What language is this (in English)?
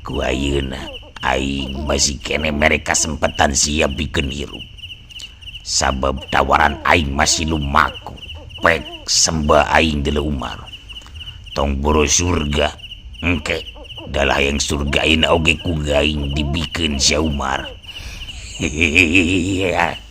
Sundanese